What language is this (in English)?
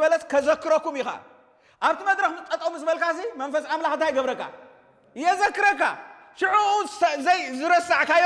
Tigrinya